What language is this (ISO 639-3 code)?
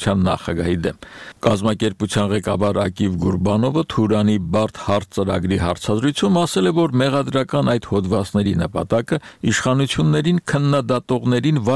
hye